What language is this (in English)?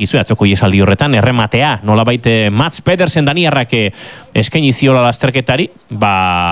Basque